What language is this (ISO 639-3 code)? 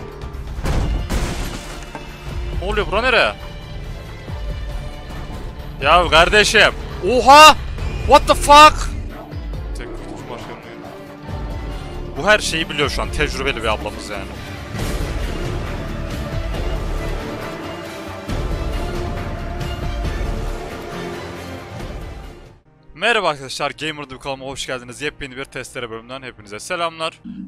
tur